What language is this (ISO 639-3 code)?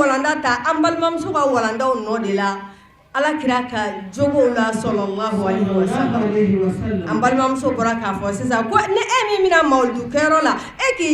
bam